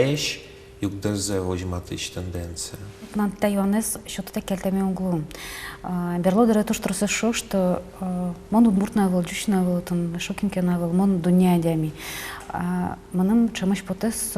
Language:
Udmurt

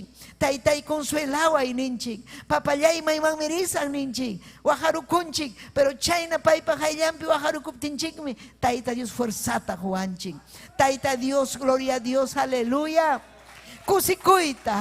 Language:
Ayacucho Quechua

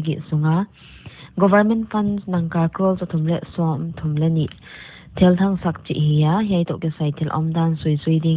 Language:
Paite Chin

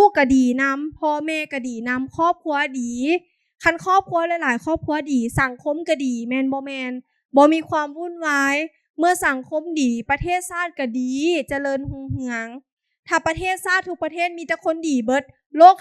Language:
Lao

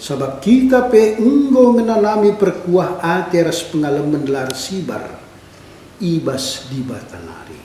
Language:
Batak Karo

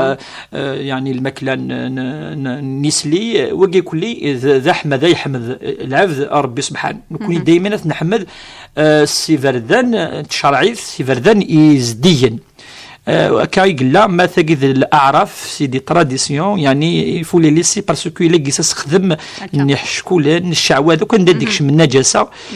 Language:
Kabyle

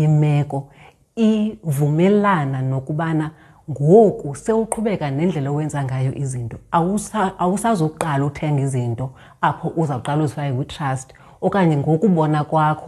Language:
Xhosa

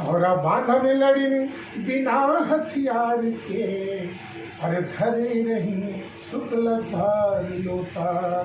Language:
Chhattisgarhi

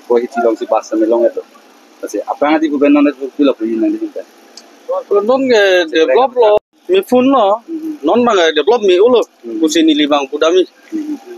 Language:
Karbi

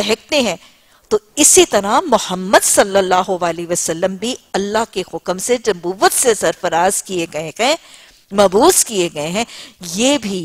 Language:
Urdu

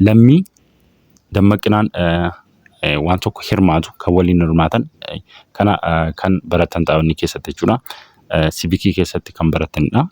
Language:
Oromo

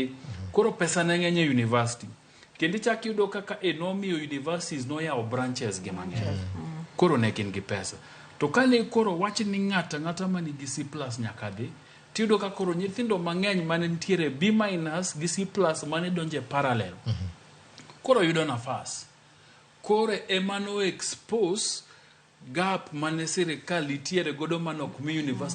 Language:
Luo (Kenya and Tanzania)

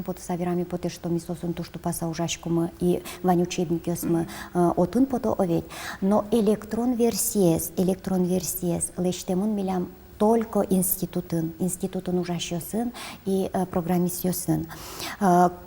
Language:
Udmurt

